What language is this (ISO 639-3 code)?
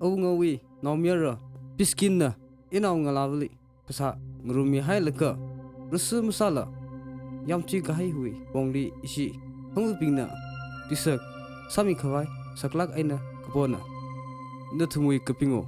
nmf